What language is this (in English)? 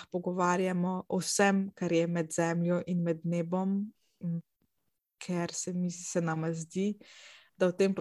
Slovenian